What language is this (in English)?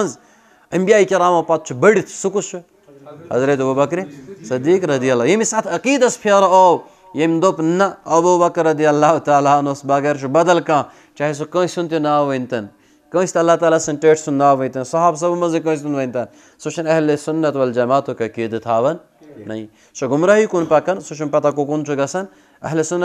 Kashmiri